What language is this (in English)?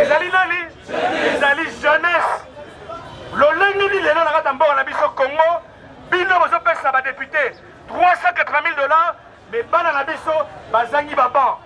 Lingala